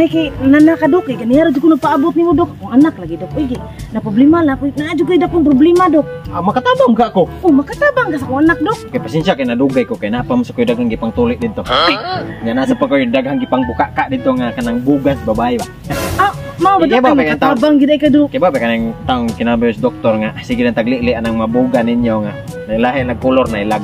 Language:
Cebuano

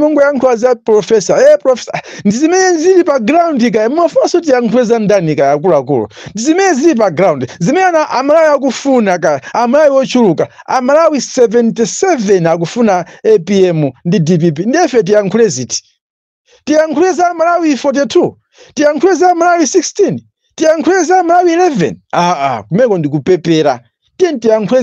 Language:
Nyanja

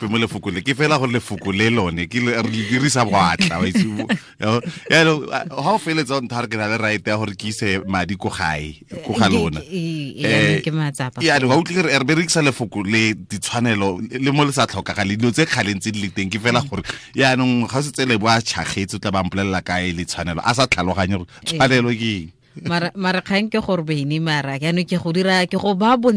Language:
Tswana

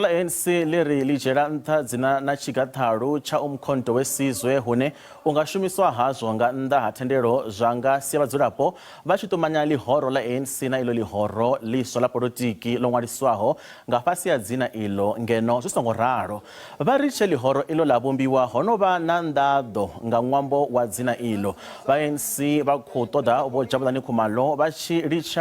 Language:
Venda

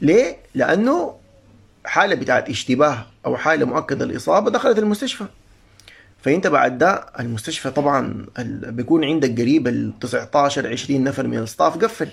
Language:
Sudanese Arabic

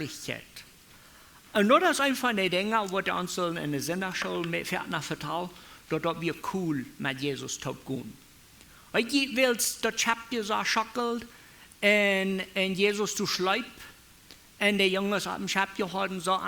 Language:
Plautdietsch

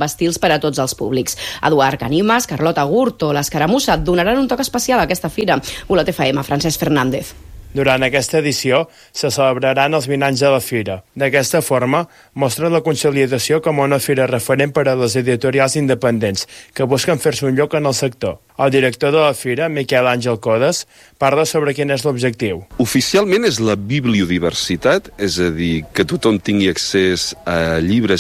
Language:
Catalan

